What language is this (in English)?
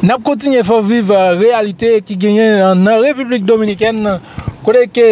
Haitian Creole